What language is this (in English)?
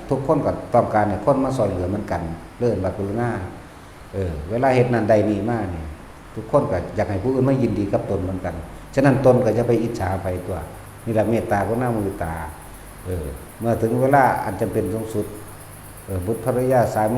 Northeastern Thai